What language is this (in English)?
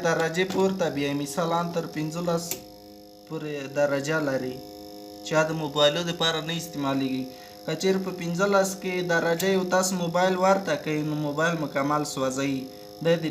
Pashto